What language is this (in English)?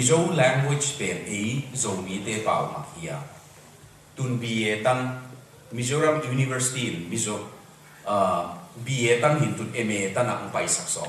Tedim Chin